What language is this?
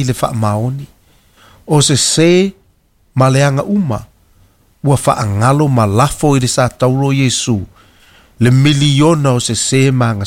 Samoan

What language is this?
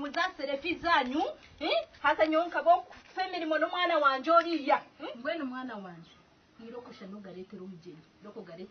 Nyankole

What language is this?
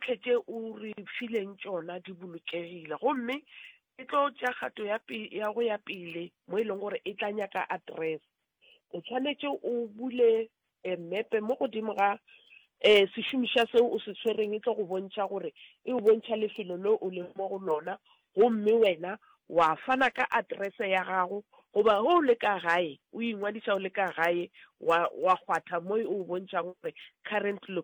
Northern Sotho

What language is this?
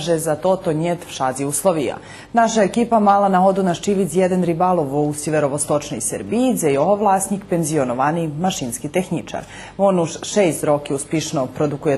Rusyn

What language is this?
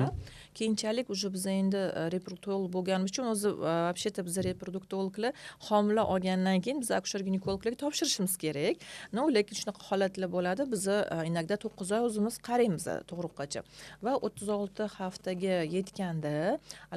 Uzbek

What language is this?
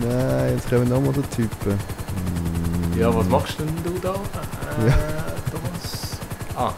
Swiss German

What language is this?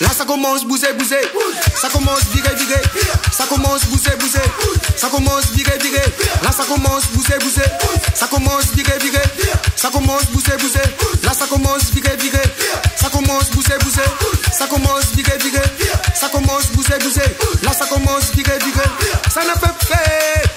Réunion Creole French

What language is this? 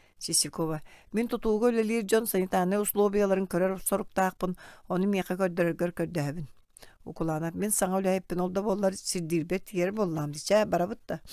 Yakut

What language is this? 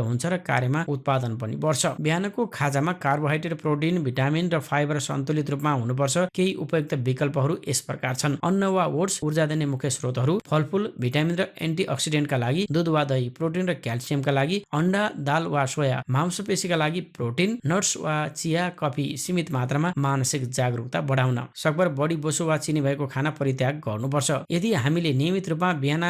Nepali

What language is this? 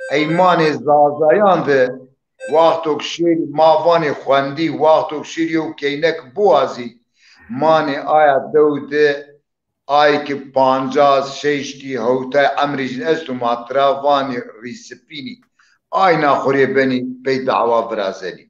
Zaza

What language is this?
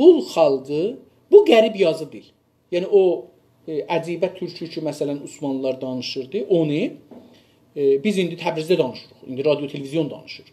South Azerbaijani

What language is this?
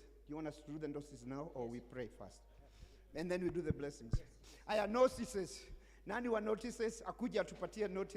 Kikuyu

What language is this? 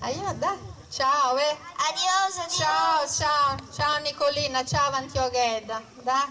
Sardinian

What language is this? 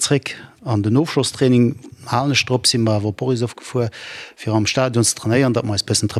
Luxembourgish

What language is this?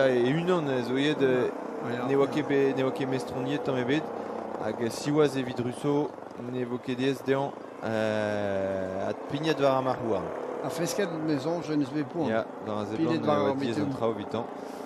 Breton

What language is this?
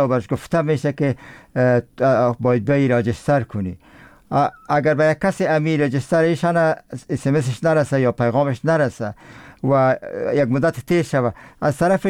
Persian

